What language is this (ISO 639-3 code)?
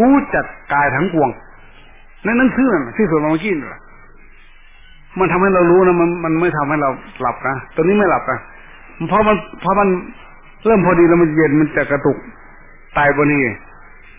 tha